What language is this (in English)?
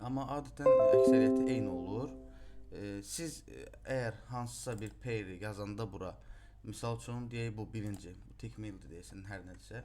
Azerbaijani